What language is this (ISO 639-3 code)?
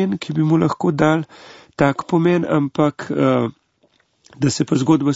slv